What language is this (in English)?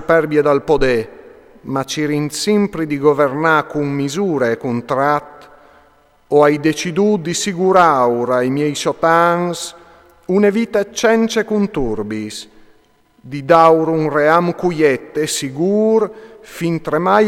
Friulian